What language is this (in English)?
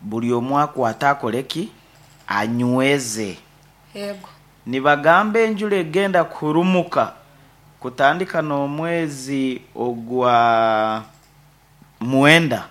Nyoro